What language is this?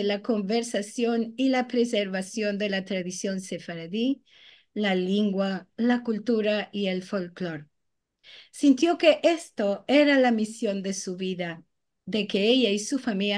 Ladino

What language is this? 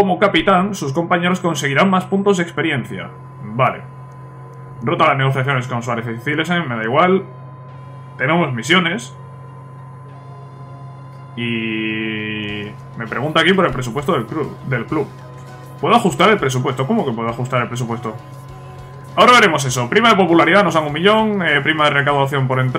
Spanish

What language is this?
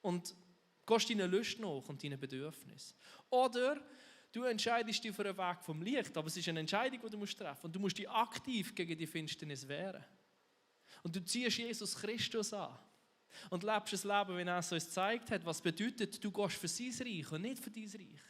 Swiss German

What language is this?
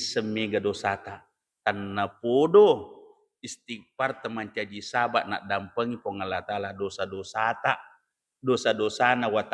Buginese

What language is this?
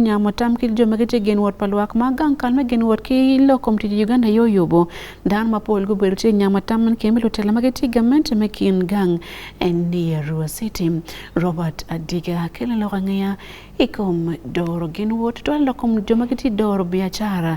Acoli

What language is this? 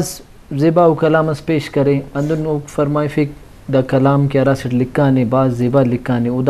Brahui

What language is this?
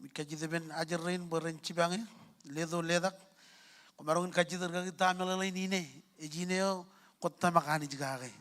Marshallese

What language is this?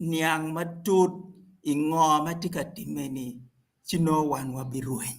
Acoli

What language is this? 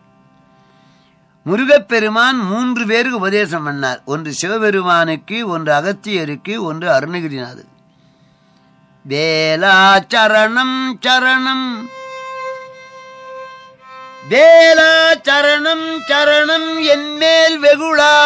Tamil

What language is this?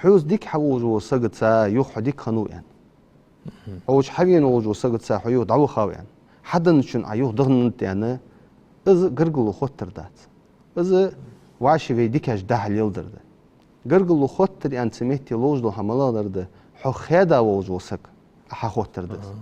Ingush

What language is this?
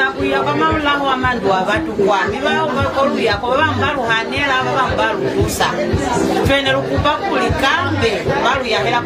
Lozi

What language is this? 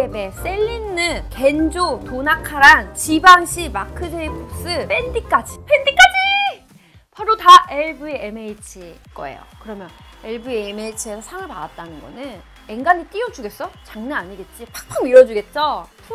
Korean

